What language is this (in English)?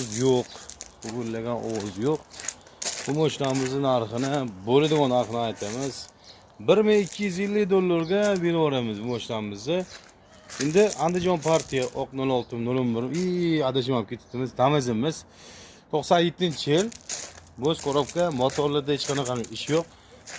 Uzbek